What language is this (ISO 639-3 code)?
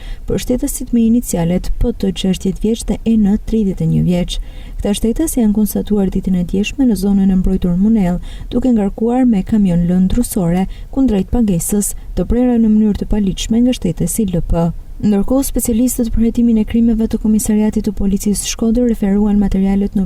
sqi